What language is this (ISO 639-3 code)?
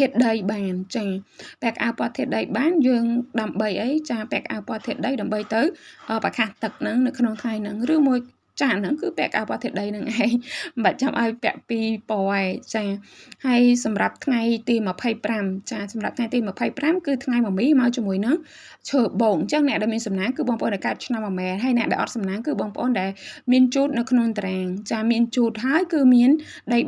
khm